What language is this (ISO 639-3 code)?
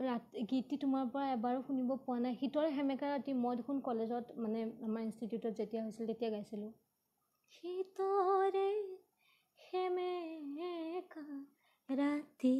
asm